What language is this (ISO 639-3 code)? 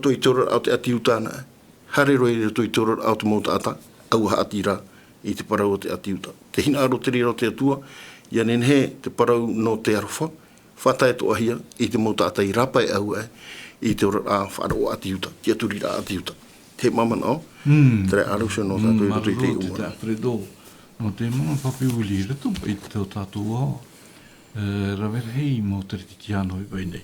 tah